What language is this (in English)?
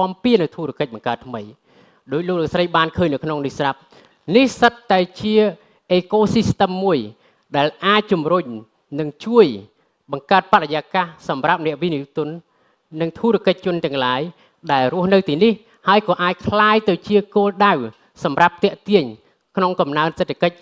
Khmer